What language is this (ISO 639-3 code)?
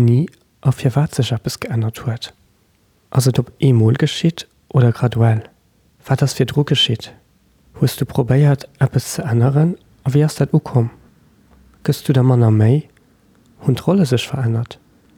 ltz